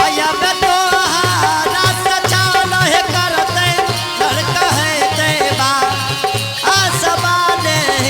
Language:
Angika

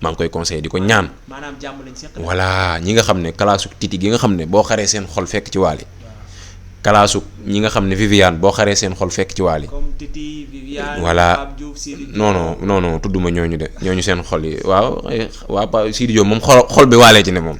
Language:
Wolof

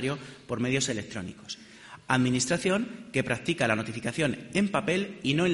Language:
Spanish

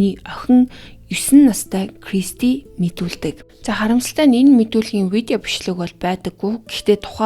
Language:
Mongolian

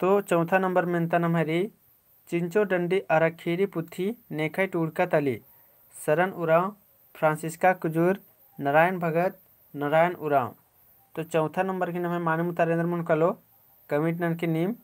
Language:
Kurukh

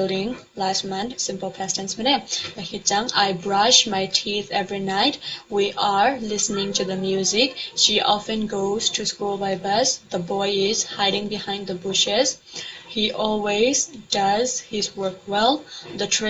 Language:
Tedim Chin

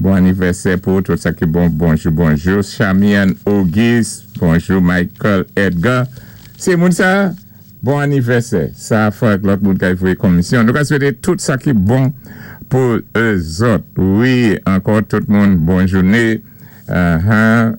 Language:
Saint Lucian Creole French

